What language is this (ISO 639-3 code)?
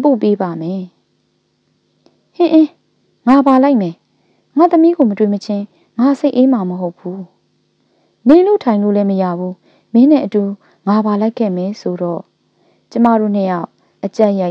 mya